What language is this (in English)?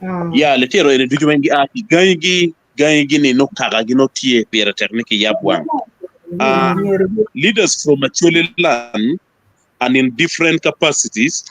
Acoli